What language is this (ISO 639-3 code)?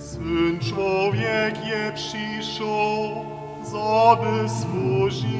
hsb